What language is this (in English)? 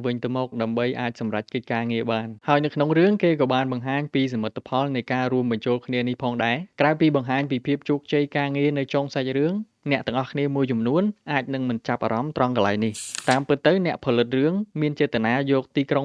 Khmer